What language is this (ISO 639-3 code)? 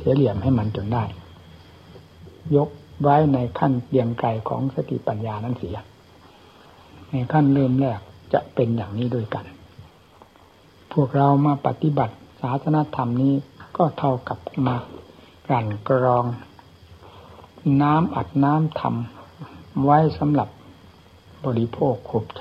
tha